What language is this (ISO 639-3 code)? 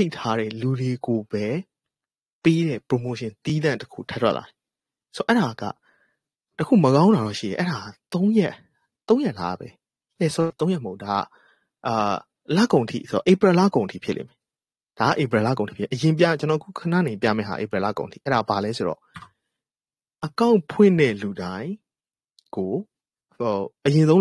mya